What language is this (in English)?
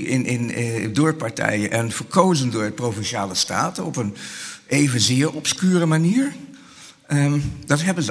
Dutch